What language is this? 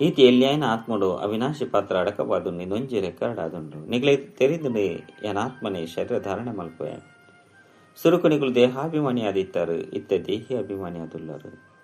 Tulu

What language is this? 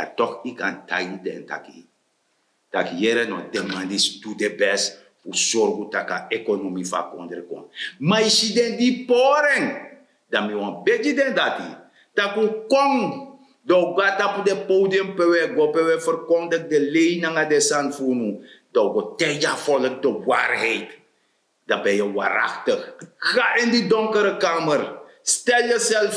Sranan Tongo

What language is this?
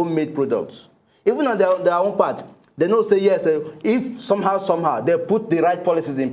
Nigerian Pidgin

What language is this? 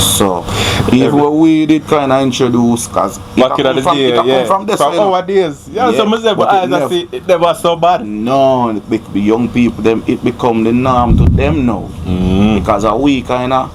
Jamaican Creole English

